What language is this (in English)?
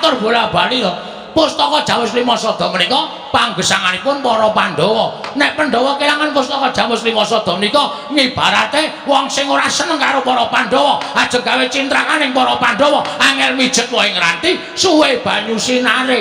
Javanese